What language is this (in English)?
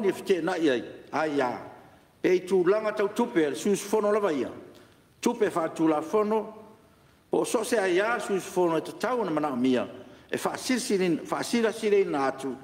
Samoan